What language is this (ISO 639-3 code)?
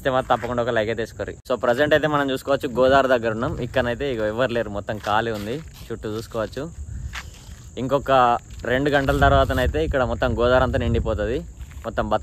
tel